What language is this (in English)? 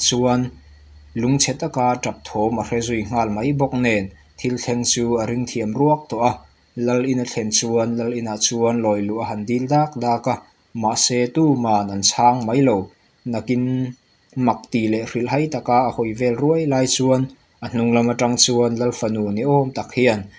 Mizo